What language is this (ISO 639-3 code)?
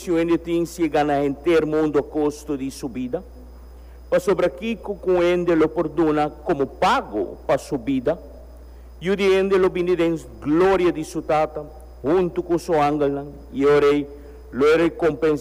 pap